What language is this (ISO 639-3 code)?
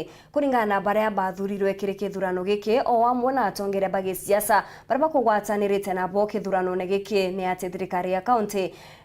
mer